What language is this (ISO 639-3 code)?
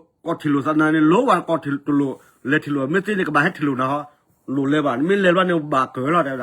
ksw